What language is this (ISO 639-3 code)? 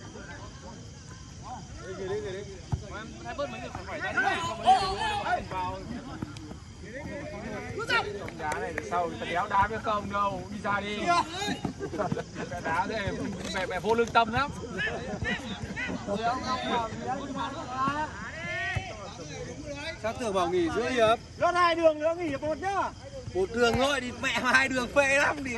vie